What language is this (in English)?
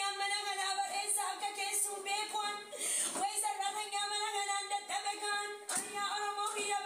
Oromo